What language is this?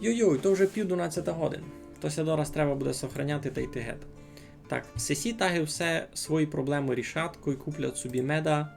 Rusyn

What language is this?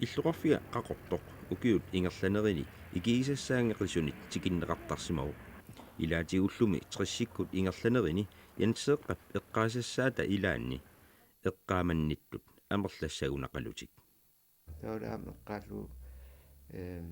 Kalaallisut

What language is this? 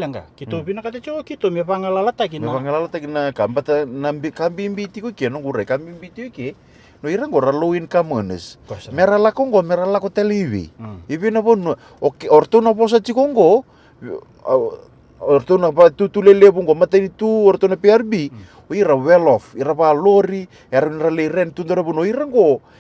Fijian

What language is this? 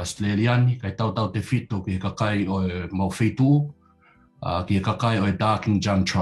Tongan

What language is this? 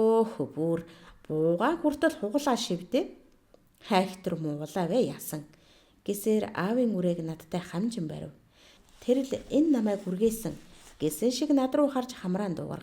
Mongolian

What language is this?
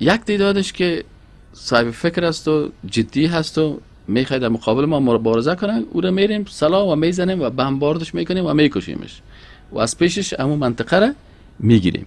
Persian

